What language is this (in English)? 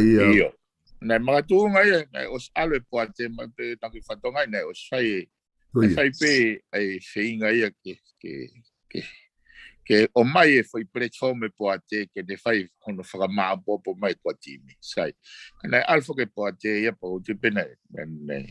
Tongan